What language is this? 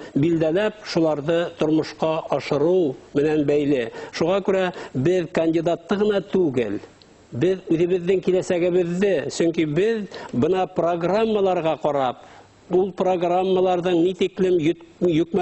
Bashkir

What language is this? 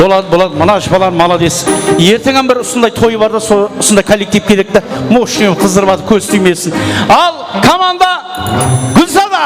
Kara-Kalpak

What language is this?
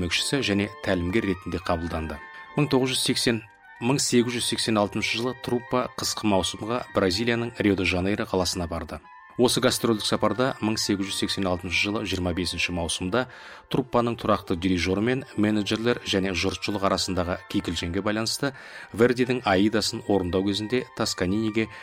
Kazakh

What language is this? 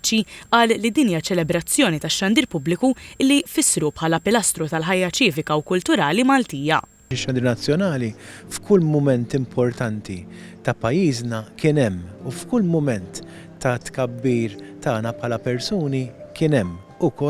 Maltese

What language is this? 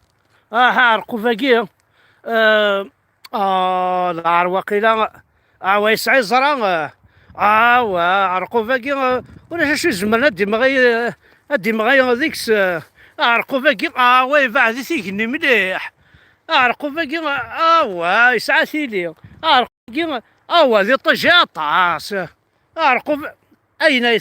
Kabyle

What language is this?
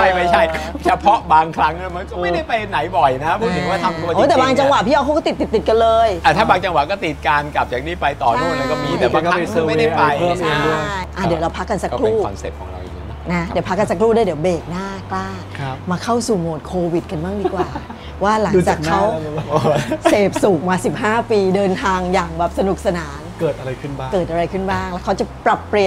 Thai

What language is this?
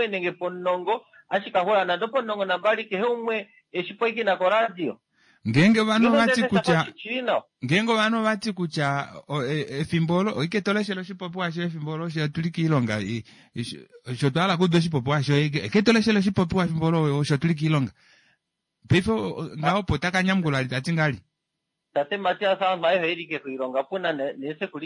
Kuanyama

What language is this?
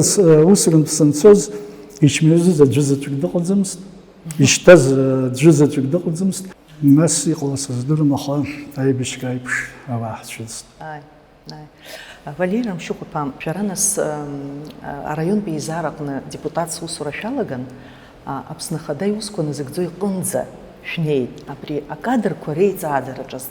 Abkhazian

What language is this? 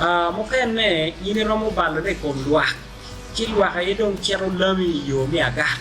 Acoli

